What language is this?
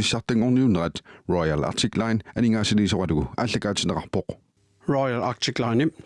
Kalaallisut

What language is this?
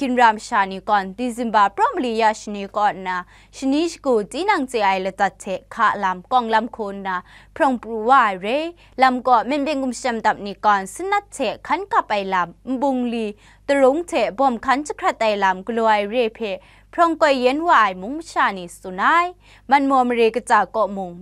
Kachin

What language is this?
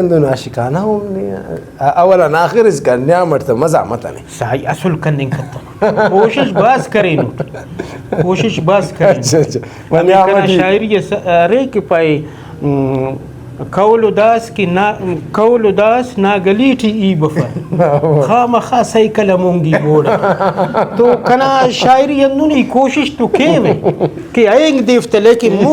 Brahui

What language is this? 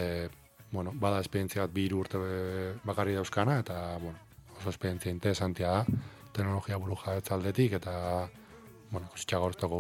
Basque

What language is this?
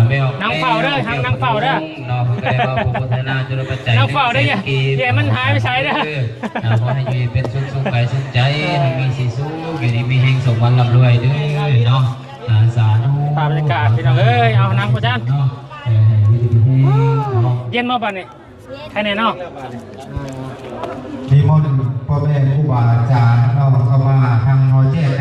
Lao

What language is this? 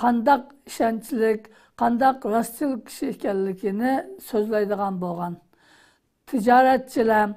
Uyghur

